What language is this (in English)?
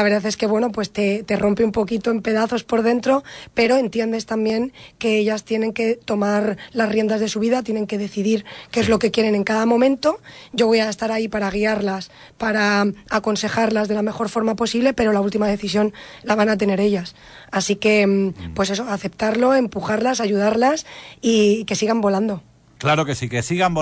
Spanish